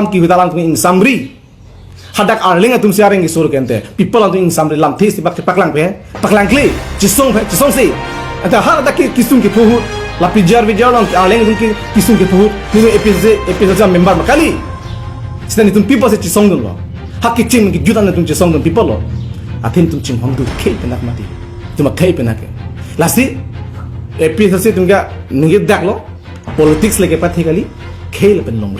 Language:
Karbi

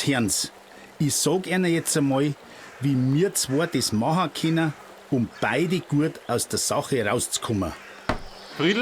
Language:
Bavarian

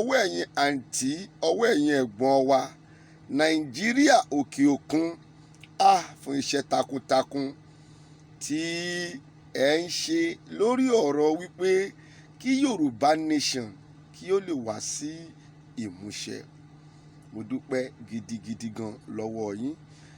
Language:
Yoruba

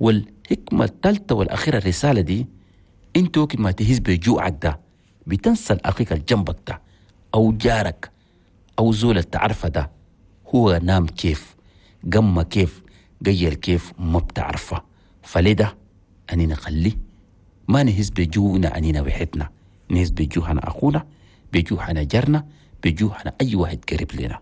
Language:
Chadian Arabic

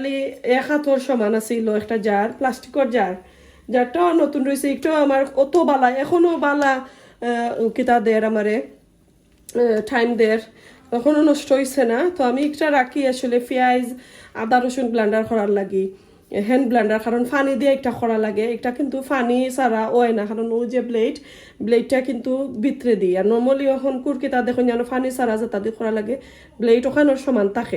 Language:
Sylheti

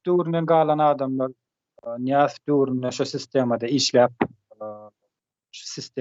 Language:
Turkmen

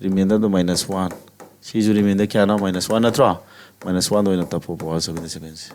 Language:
Manipuri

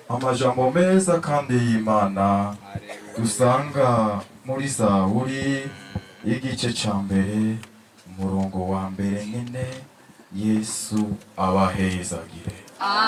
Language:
Rundi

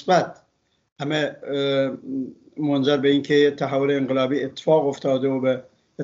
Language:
Persian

